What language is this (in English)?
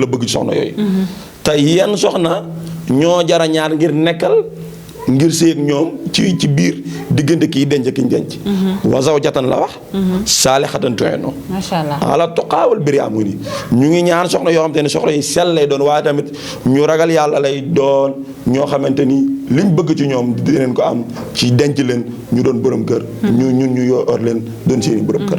Wolof